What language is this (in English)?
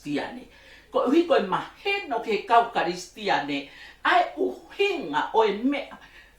Tongan